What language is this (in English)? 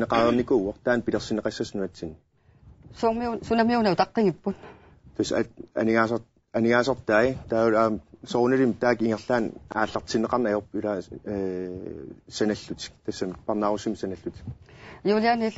Kalaallisut